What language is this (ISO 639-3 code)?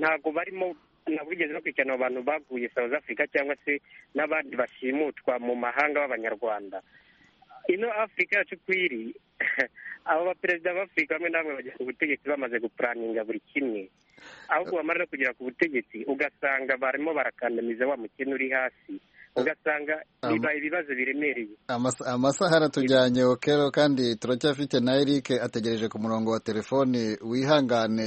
kin